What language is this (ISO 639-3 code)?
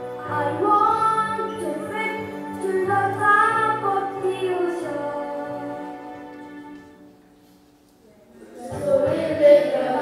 eng